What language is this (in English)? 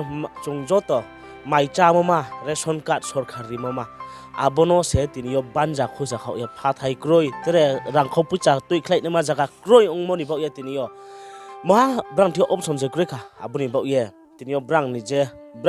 Riang (India)